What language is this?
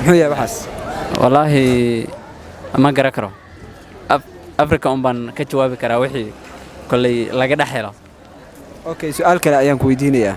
Somali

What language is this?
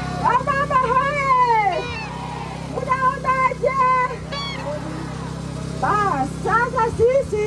Swahili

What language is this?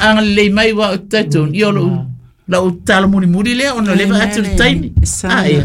Samoan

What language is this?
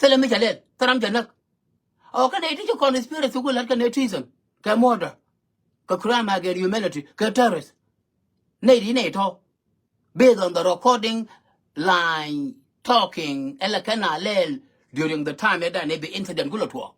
Nuer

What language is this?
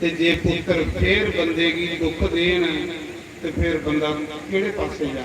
Dogri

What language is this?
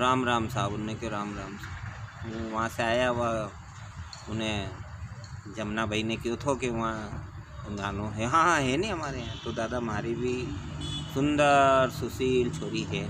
Rajasthani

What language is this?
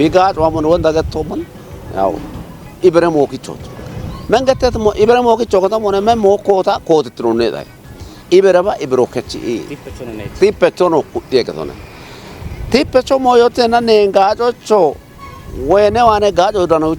Kafa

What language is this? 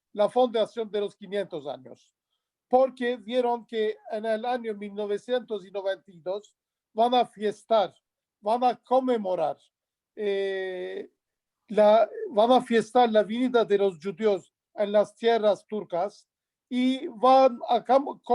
Ladino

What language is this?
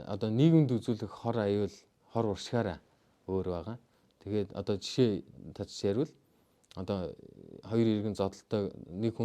Mongolian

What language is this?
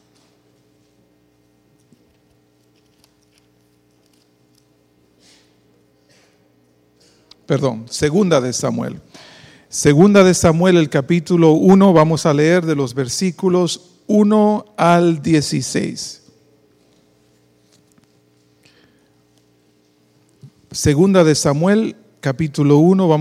Spanish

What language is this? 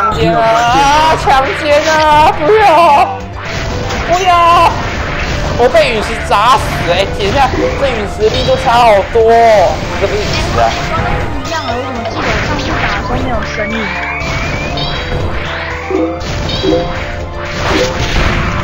Chinese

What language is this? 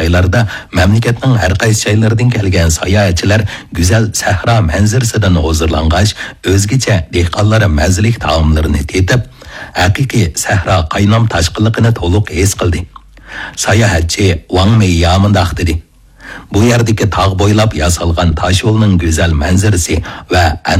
Uyghur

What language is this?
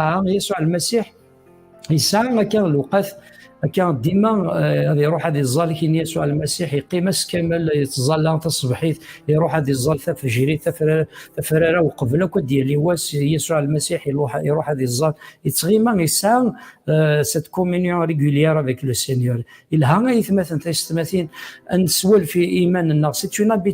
Kabyle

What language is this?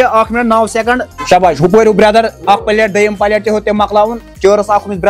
Kashmiri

